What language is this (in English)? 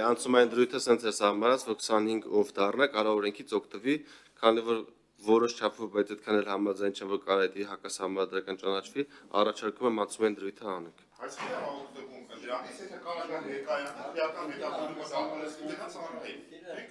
Armenian